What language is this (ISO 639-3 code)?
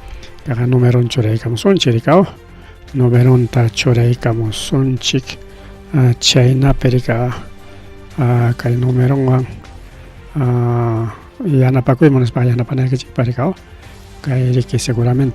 quy